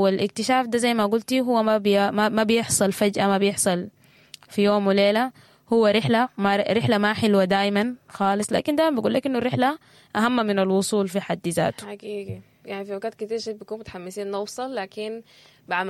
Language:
Sudanese Arabic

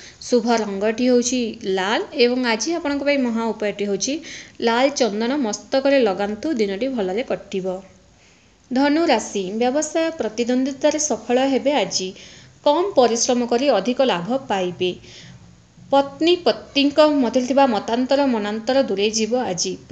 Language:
Odia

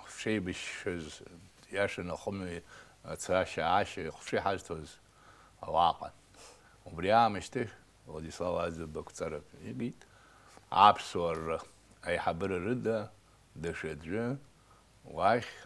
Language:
Abkhazian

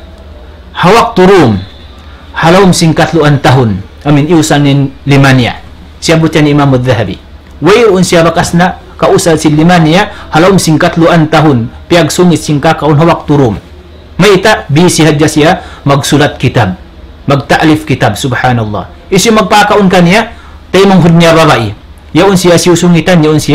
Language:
Tausug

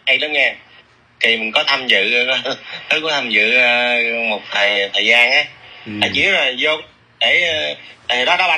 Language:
Vietnamese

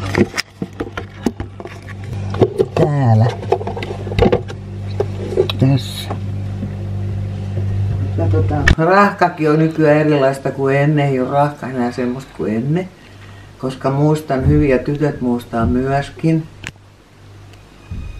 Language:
Finnish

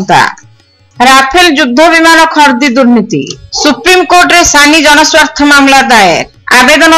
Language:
Odia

